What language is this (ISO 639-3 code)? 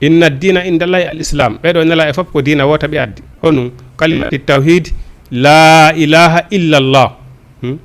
ful